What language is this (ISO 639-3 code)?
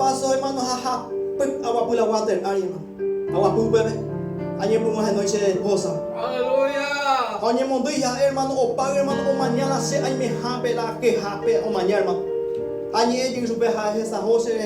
grn